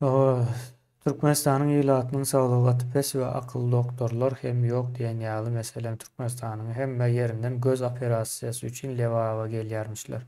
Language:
Turkmen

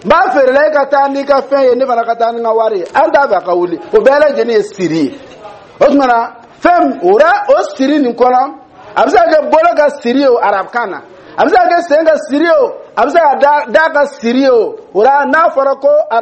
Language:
Dyula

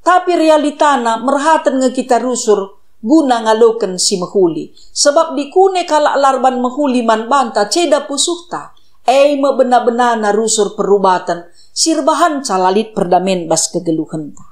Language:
Batak Karo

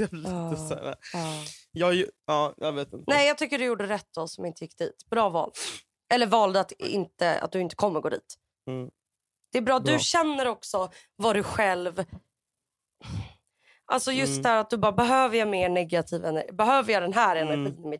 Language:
Swedish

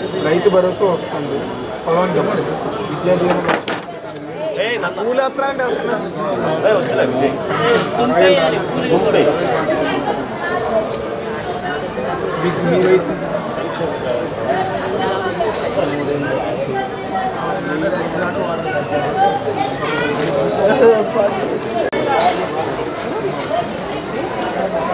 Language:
Telugu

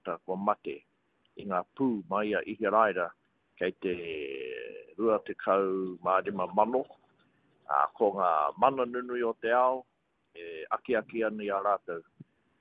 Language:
Māori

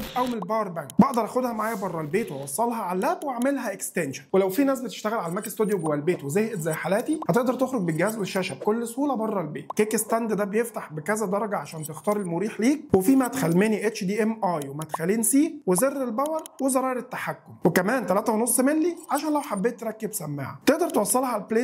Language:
Egyptian Arabic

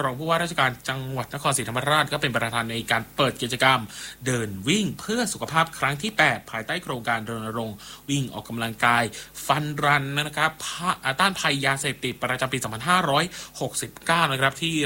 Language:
Thai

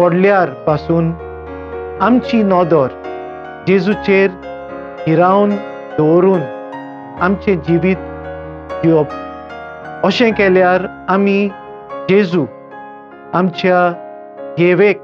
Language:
Konkani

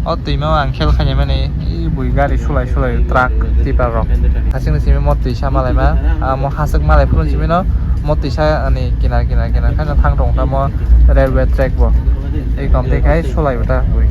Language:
Kok Borok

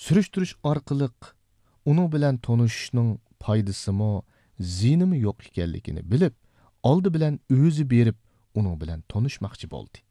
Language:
Uyghur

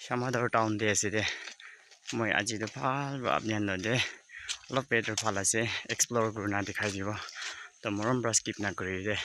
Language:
Naga Pidgin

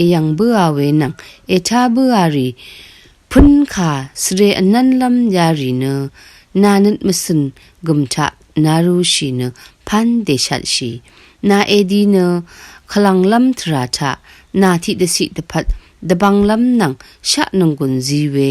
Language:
Rawang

